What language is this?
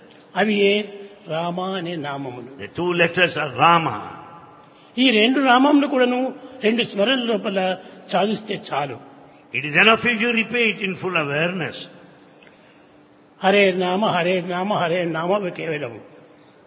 Telugu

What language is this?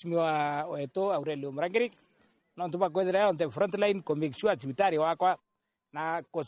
Meru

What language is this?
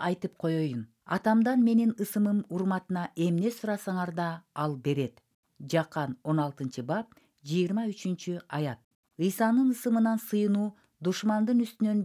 Kyrgyz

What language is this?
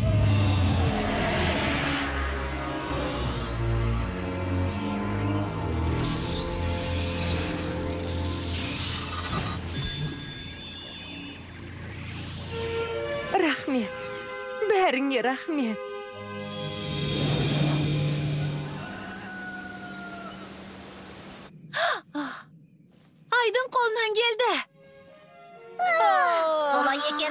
Kazakh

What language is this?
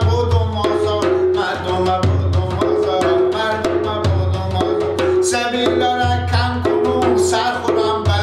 Persian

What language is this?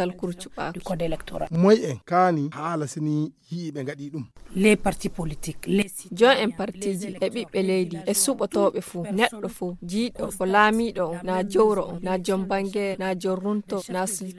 Fula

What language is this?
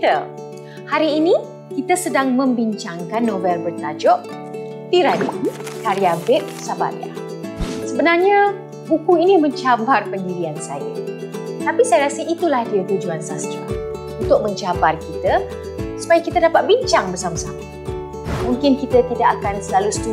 Malay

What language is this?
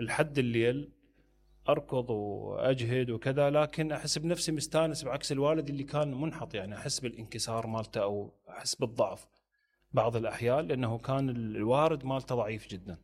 Mesopotamian Arabic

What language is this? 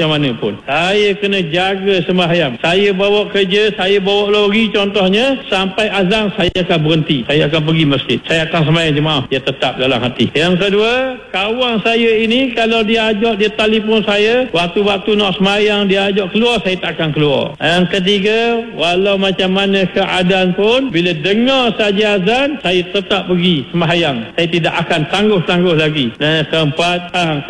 Malay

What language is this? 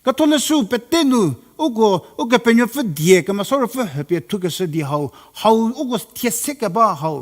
Angami Naga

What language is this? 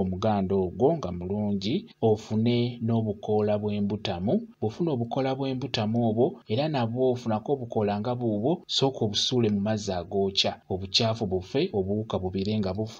Ganda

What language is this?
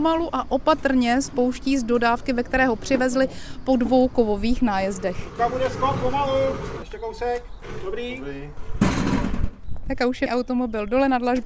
Czech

